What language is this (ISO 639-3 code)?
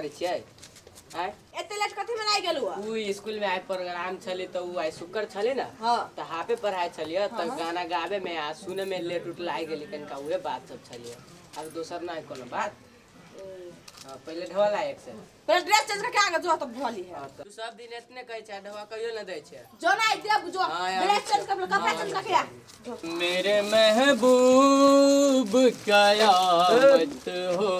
mai